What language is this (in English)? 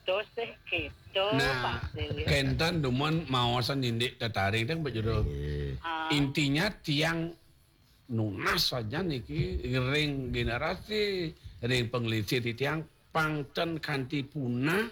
Balinese